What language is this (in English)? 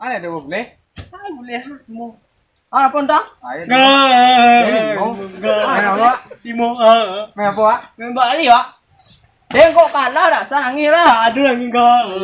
Minangkabau